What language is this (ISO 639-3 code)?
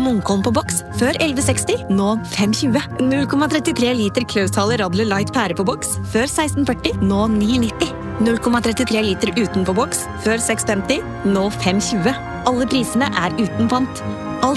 nor